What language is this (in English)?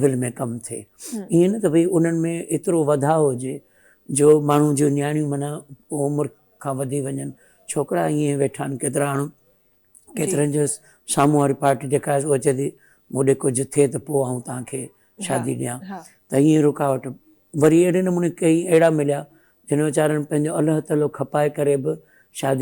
Sindhi